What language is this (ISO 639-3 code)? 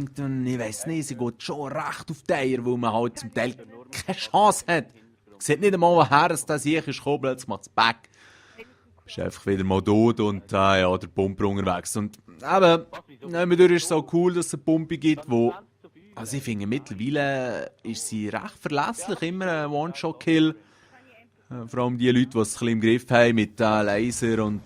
gsw